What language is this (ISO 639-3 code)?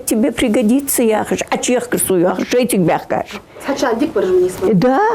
inh